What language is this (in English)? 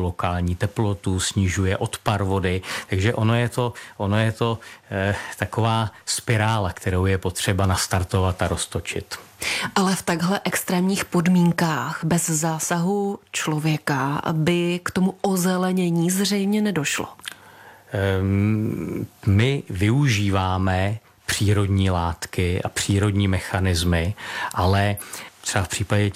Czech